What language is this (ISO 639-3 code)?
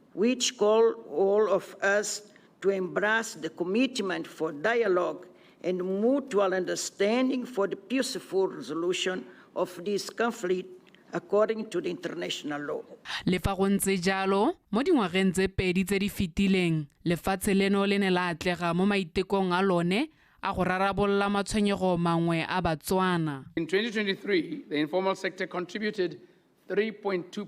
tsn